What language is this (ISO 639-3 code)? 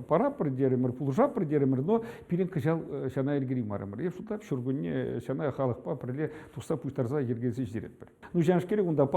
chv